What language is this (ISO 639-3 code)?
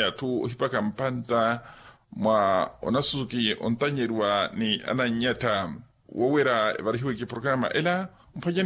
vmw